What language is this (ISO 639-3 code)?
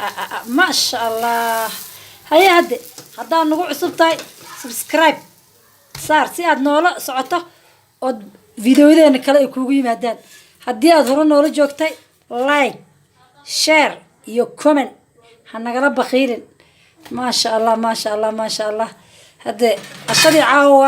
som